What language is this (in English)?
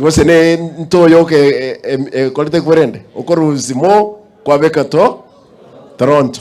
Gusii